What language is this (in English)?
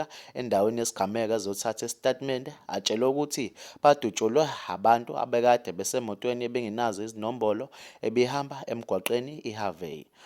Zulu